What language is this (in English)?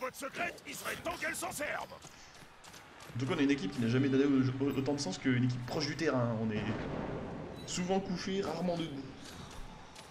French